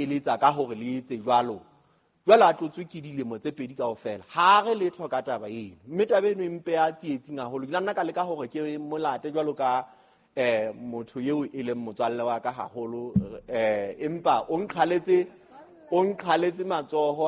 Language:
Southern Sotho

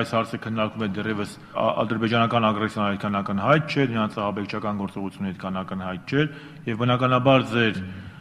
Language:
Armenian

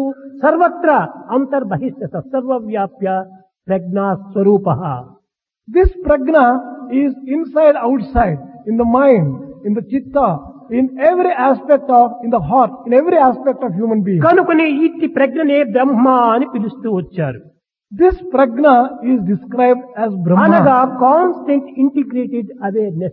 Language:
Telugu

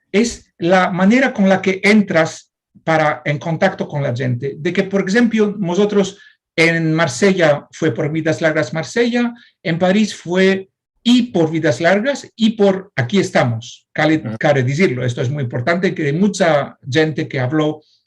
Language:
Ladino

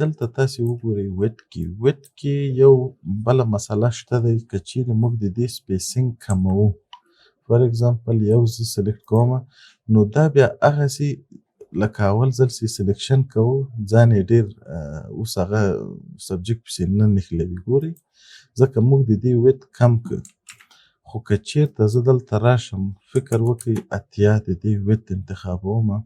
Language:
Pashto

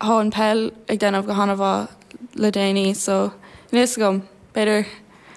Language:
Irish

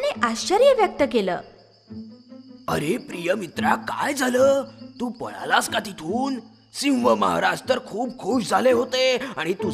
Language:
Marathi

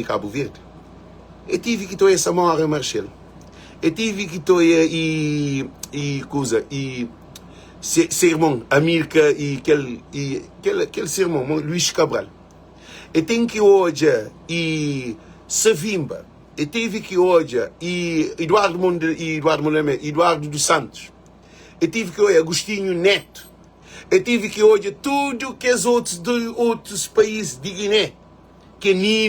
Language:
Kabuverdianu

